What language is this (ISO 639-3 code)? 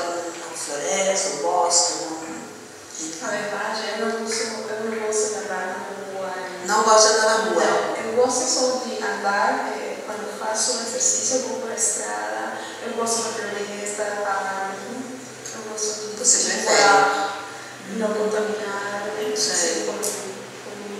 por